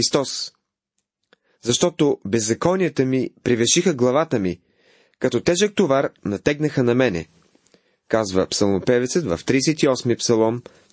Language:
Bulgarian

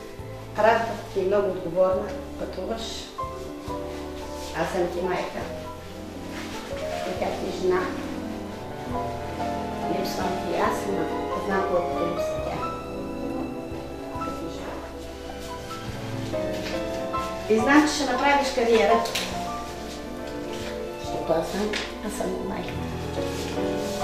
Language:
Bulgarian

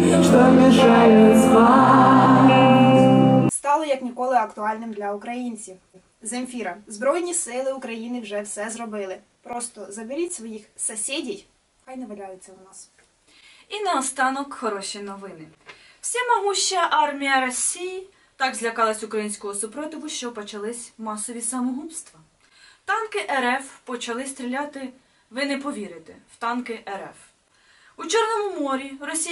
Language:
Ukrainian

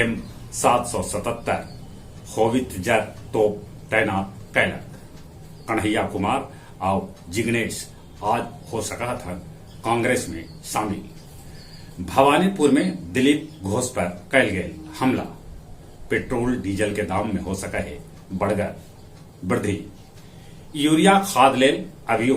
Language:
Magahi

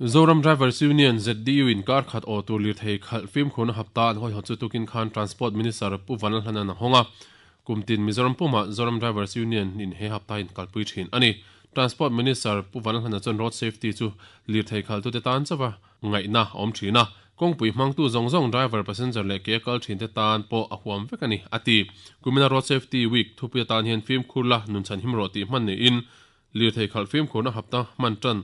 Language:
Mizo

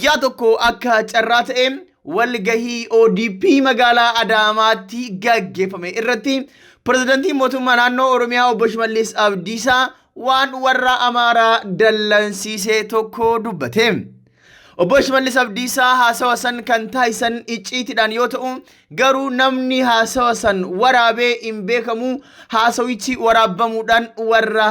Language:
Oromo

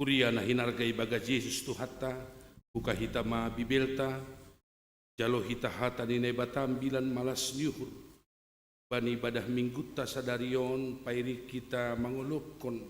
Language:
Batak Simalungun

